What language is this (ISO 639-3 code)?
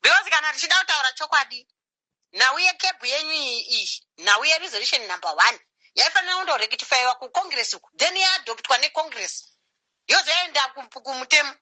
sna